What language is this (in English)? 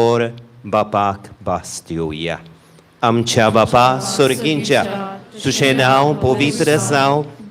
Konkani